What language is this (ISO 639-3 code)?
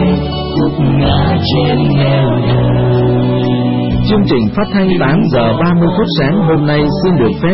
vie